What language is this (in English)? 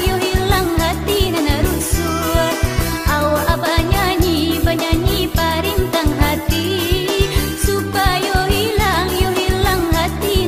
Minangkabau